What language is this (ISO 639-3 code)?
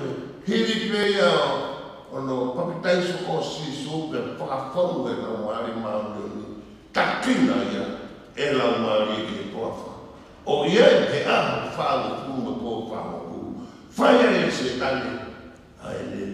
ton